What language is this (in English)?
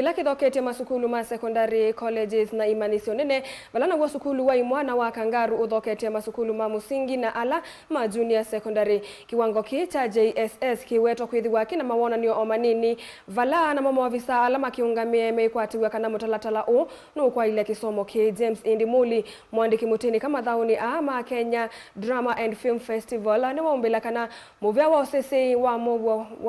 Kamba